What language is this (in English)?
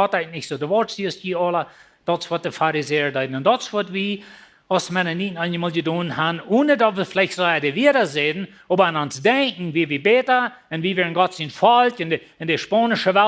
Plautdietsch